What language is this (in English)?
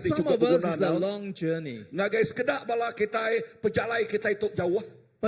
Iban